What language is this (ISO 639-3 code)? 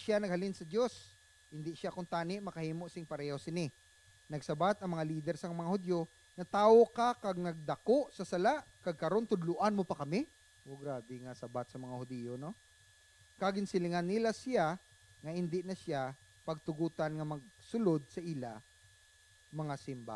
hil